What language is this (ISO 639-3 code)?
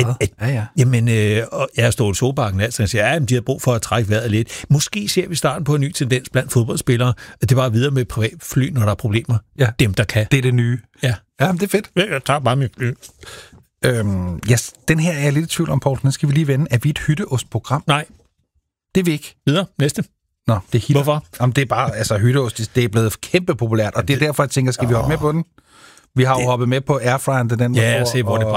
dan